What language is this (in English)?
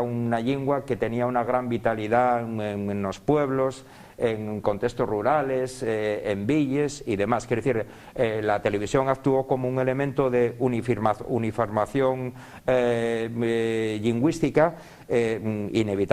Asturian